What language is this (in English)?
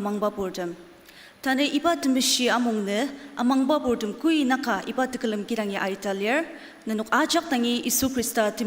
Ao Naga